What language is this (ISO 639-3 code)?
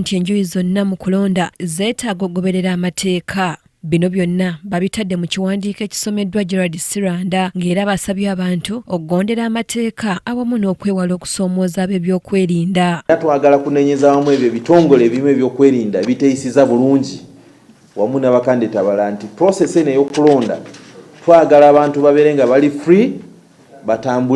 lug